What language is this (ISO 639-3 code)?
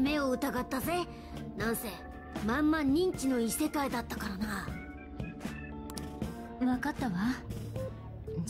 jpn